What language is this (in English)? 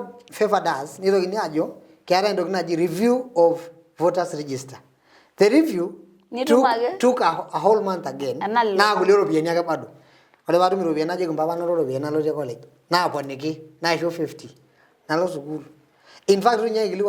Masai